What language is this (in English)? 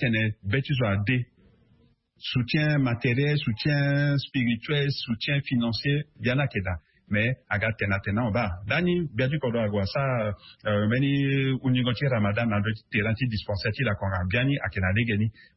Sango